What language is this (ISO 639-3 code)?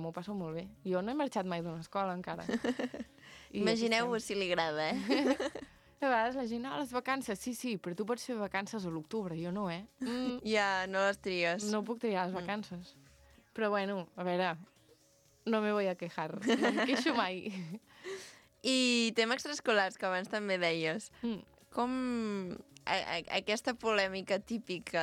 cat